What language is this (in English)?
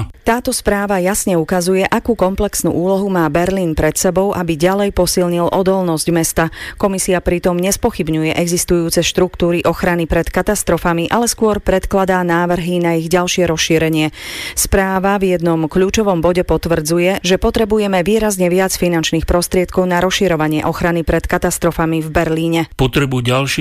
Slovak